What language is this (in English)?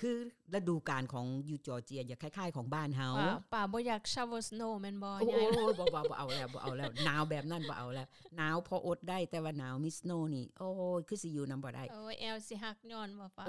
Lao